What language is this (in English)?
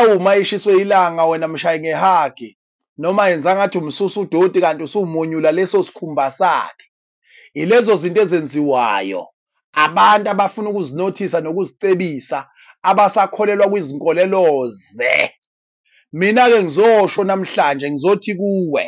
Zulu